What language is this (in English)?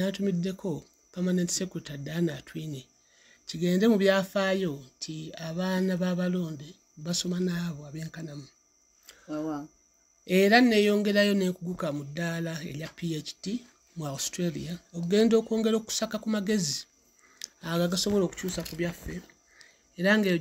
Ganda